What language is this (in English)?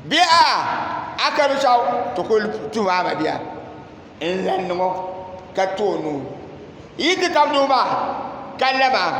Dagbani